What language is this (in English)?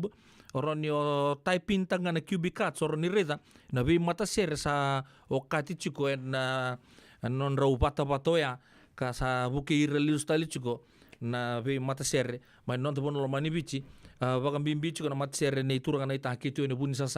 Fijian